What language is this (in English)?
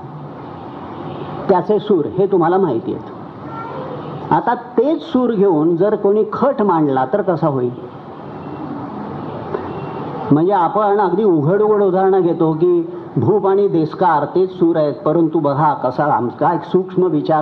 Marathi